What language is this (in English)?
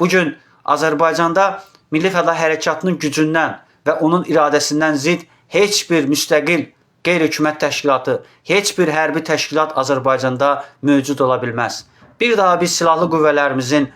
Azerbaijani